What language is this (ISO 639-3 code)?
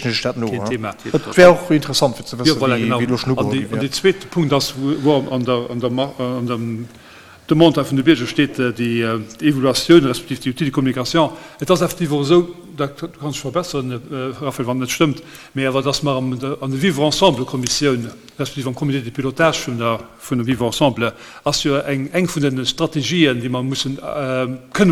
ltz